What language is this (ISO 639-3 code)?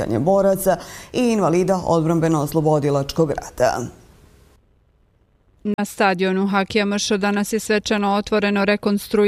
bos